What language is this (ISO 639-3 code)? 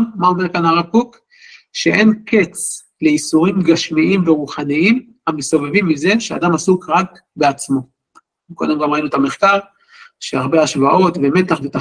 heb